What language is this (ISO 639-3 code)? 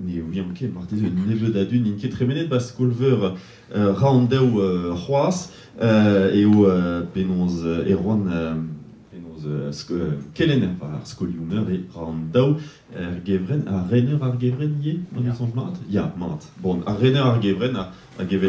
bre